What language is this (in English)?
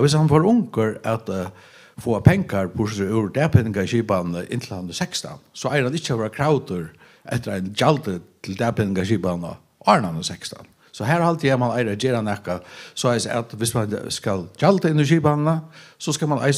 Faroese